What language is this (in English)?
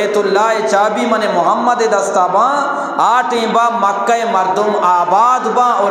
Eastern Balochi